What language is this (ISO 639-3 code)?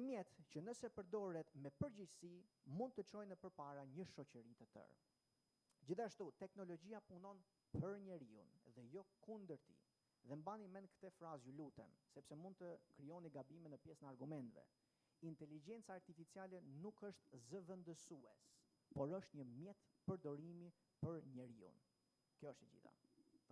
sqi